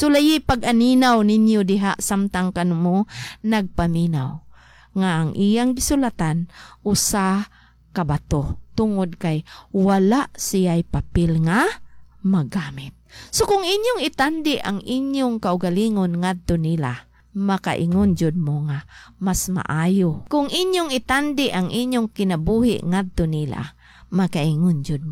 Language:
Cebuano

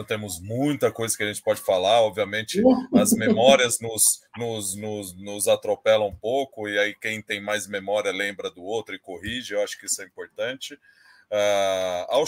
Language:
Portuguese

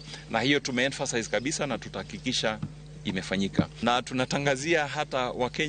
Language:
Luo (Kenya and Tanzania)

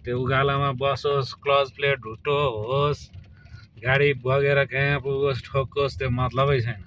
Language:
Nepali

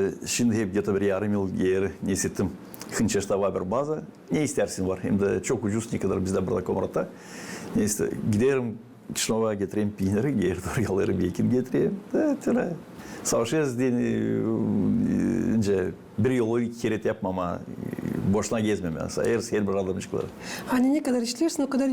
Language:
Gagauz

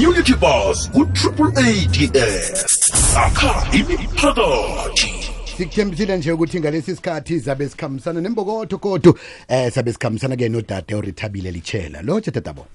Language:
South Ndebele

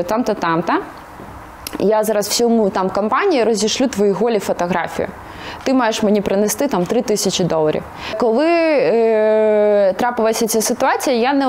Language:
Ukrainian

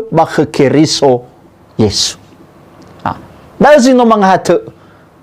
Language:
Nias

